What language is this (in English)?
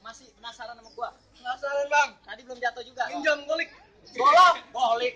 Betawi